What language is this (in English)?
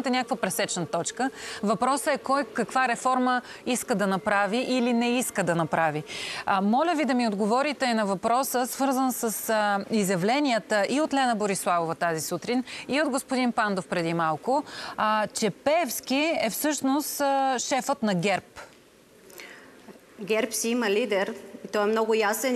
Bulgarian